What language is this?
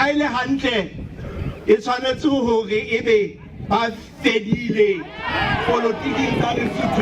Southern Sotho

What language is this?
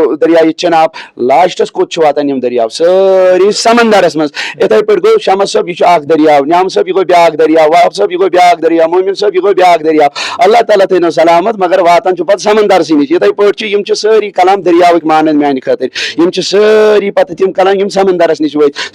Kashmiri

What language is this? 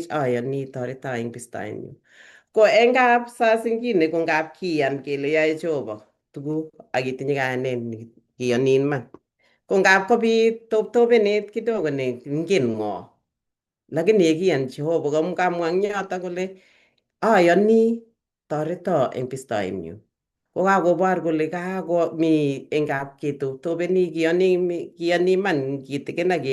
Kalenjin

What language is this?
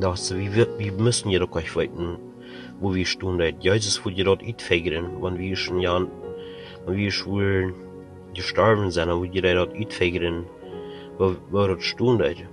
Plautdietsch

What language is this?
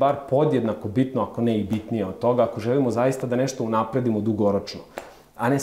Serbian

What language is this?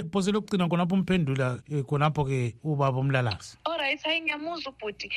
North Ndebele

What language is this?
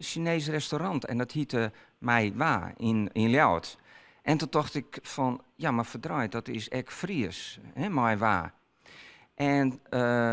Western Frisian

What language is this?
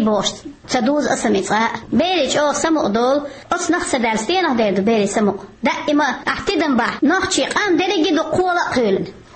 Chechen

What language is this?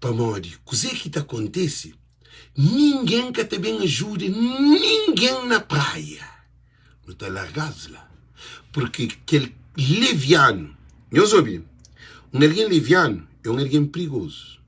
Kabuverdianu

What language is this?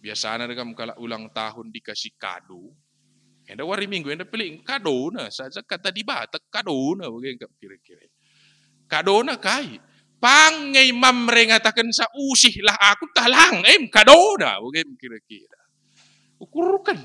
Batak Karo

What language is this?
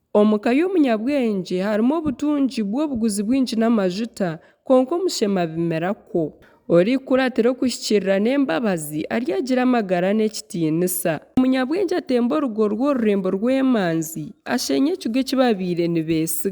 Nyankole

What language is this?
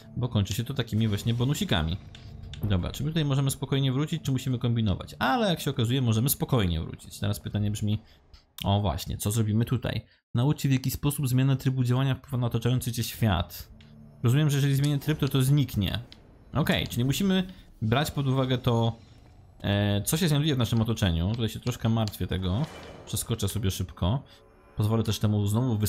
Polish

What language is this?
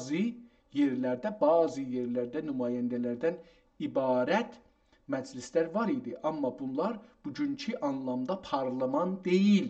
South Azerbaijani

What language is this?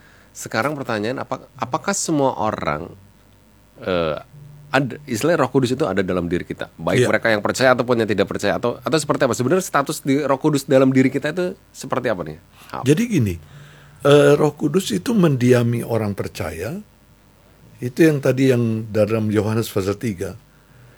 Indonesian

